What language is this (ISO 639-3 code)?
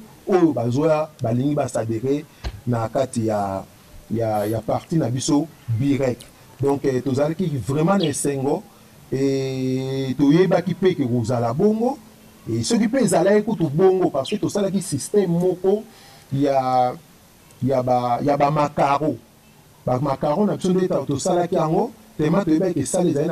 lin